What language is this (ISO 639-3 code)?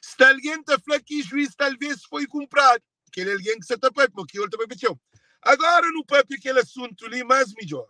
kea